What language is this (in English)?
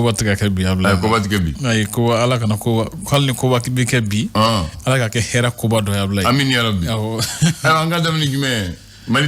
Bambara